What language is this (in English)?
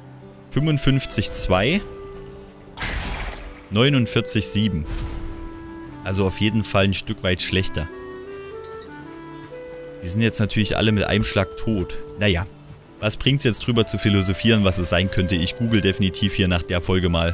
German